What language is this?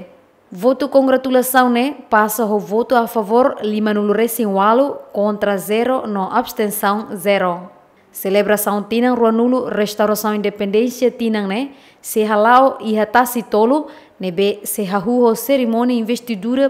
Tetum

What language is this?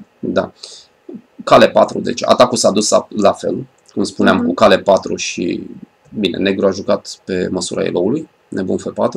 Romanian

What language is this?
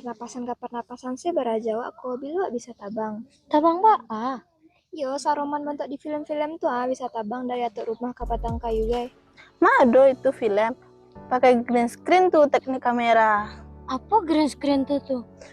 Minangkabau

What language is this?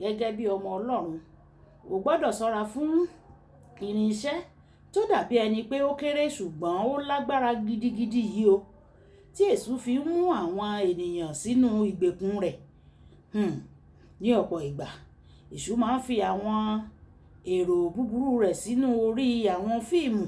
Yoruba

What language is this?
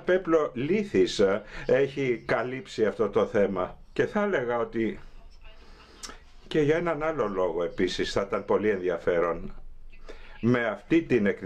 Greek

